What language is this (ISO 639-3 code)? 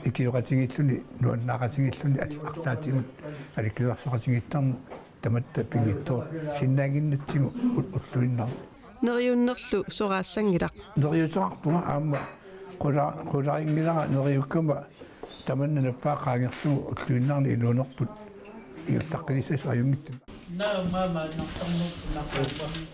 kal